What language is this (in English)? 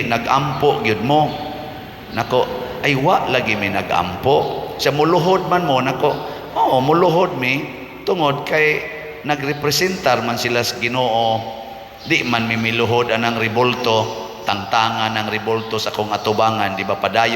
Cebuano